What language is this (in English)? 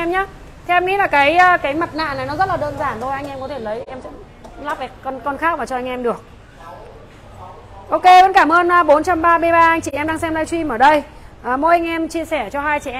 Vietnamese